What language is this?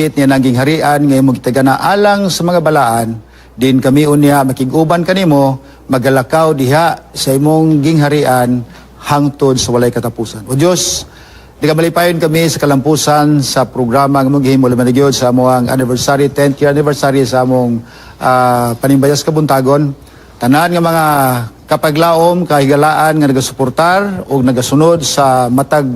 Cebuano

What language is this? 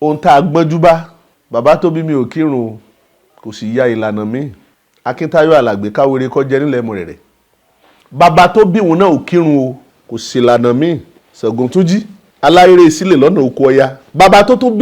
Yoruba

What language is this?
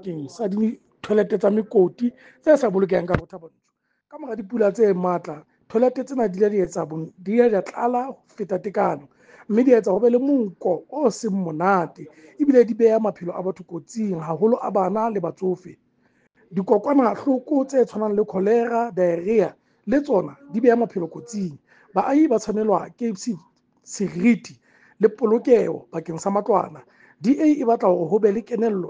Southern Sotho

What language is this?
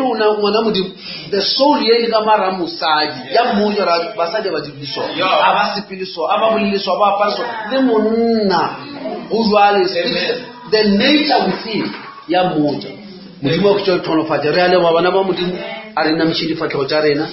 Northern Sotho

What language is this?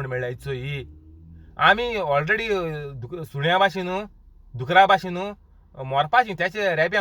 Konkani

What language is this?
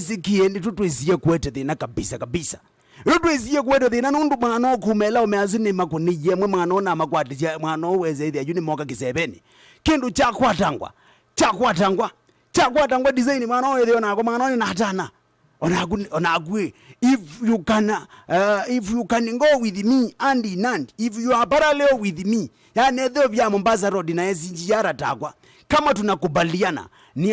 Kamba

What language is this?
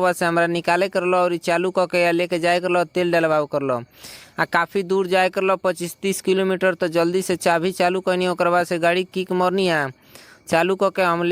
Bhojpuri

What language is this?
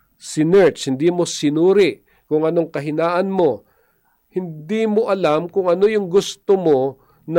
Filipino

